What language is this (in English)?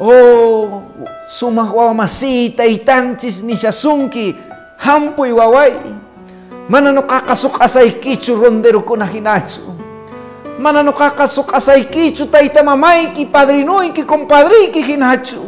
Quechua